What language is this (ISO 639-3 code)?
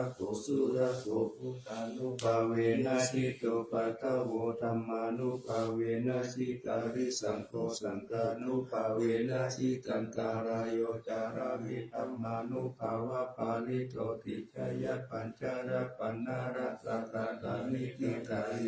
pli